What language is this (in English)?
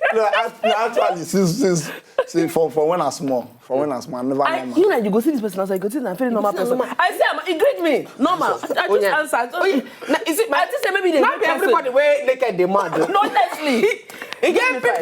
Nigerian Pidgin